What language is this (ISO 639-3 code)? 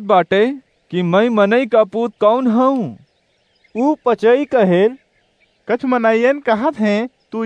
awa